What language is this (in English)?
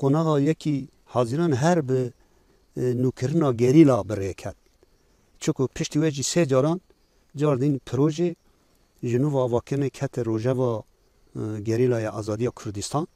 Kurdish